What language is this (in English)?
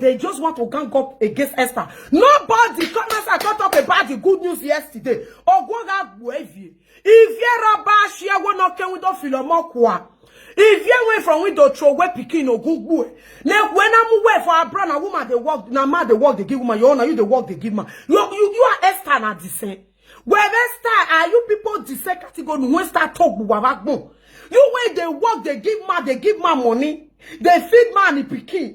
Nigerian Pidgin